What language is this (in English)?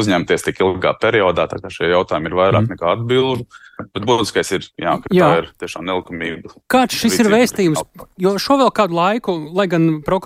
Latvian